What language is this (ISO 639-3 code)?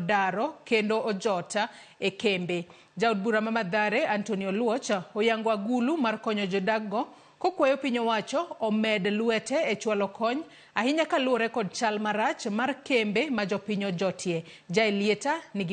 luo